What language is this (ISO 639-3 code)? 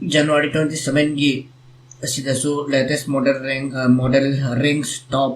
mni